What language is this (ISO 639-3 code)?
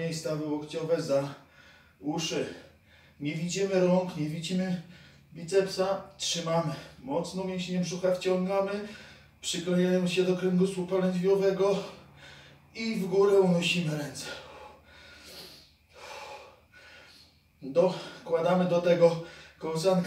pol